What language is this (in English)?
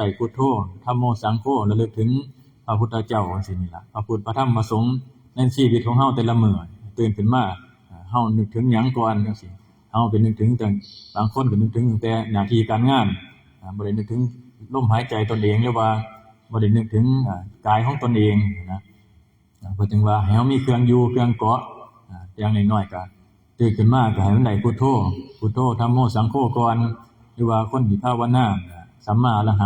Northeastern Thai